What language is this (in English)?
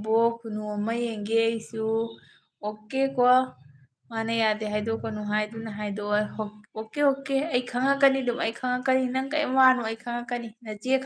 Manipuri